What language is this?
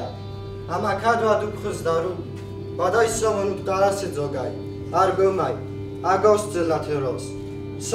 Ossetic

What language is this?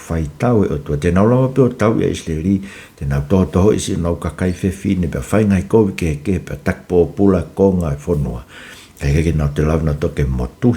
Tongan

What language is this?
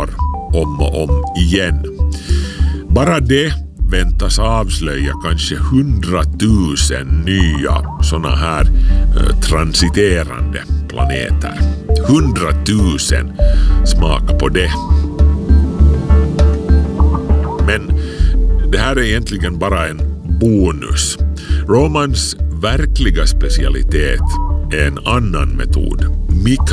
Swedish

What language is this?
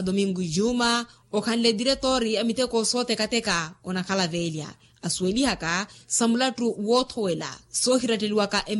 Makhuwa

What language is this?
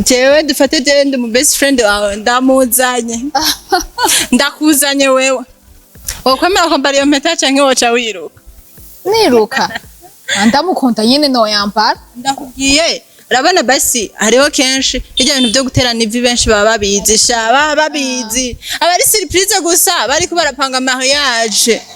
Rundi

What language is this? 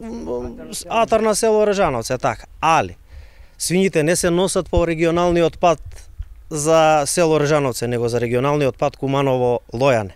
Macedonian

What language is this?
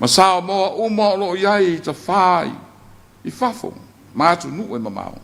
Samoan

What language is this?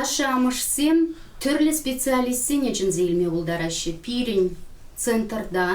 Chuvash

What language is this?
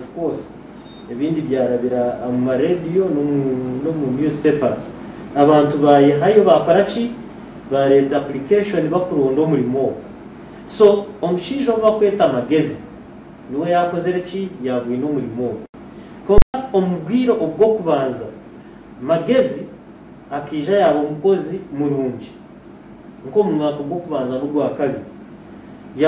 Nyankole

